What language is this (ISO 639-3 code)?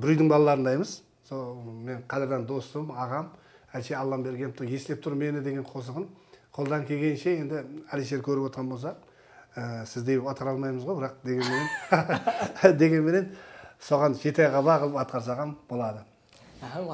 kaa